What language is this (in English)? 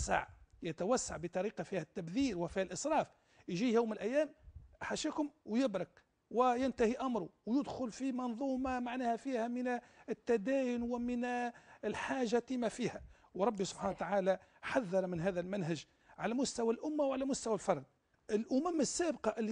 Tunisian Arabic